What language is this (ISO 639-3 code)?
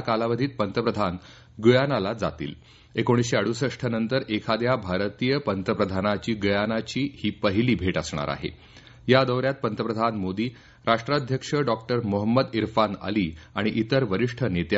mar